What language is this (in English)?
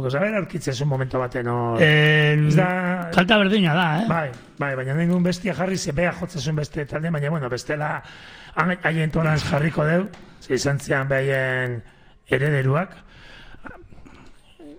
Basque